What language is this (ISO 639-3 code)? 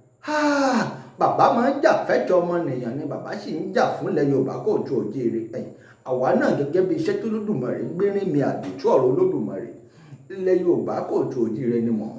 yor